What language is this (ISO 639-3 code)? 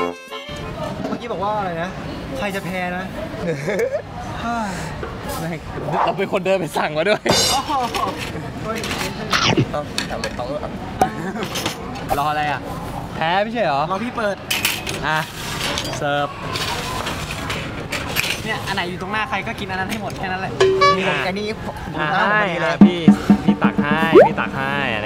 tha